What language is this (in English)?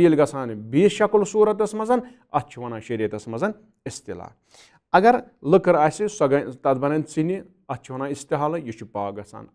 Kashmiri